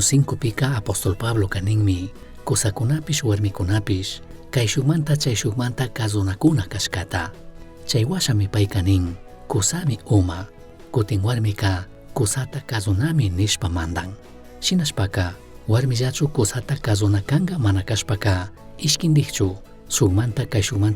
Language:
Chimborazo Highland Quichua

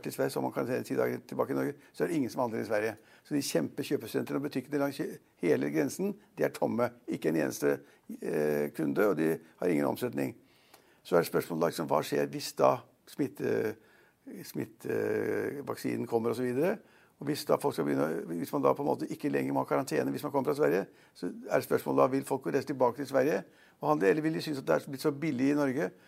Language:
Norwegian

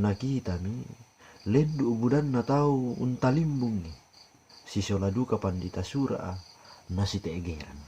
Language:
Toraja-Sa'dan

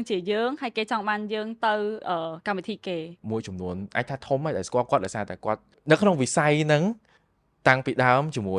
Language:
Khmer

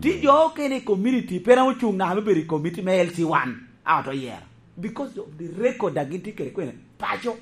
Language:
Lango (Uganda)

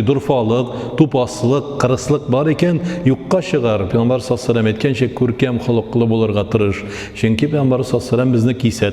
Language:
Tatar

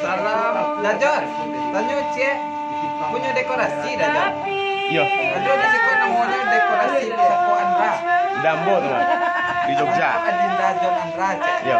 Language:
Minangkabau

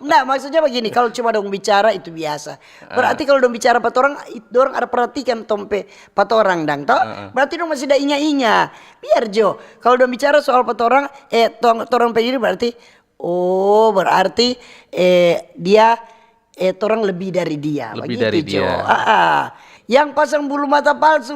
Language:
Manado Malay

